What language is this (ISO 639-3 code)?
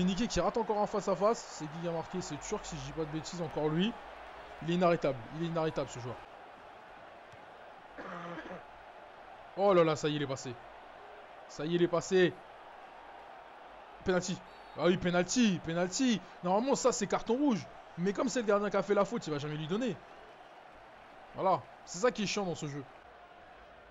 fra